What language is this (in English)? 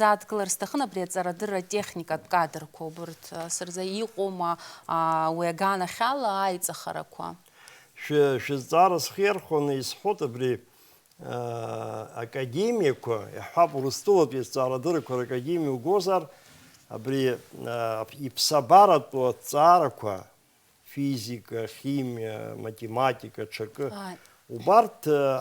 Abkhazian